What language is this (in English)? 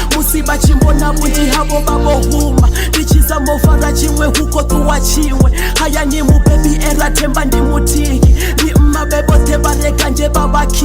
Venda